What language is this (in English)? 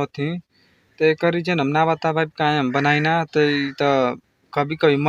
Bhojpuri